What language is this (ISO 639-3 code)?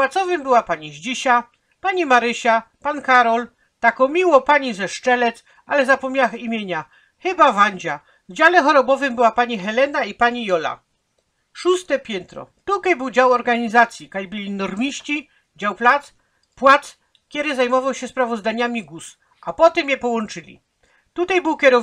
szl